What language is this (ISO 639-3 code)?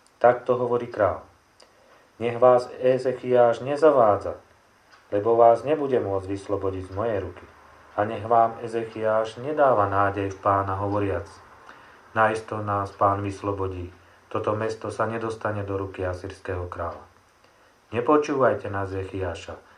slk